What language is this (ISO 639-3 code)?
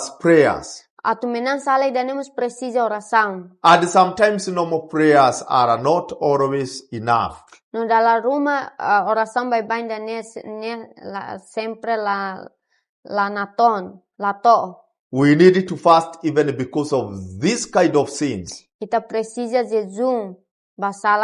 tet